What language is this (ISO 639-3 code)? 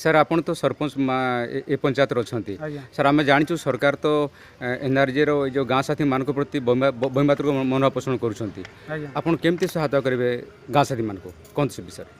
ori